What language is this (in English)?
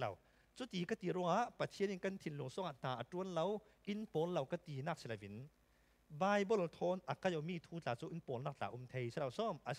Falam Chin